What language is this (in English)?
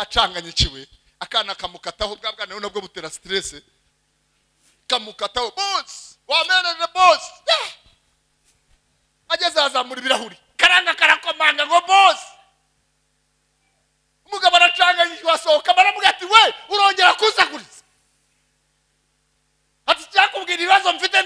Kinyarwanda